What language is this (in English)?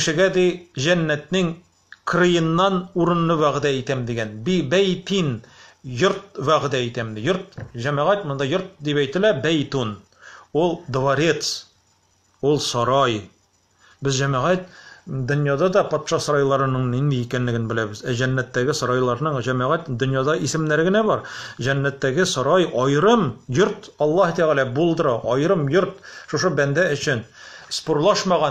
Tatar